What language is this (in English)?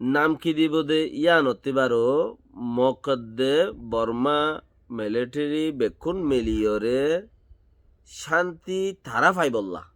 Rohingya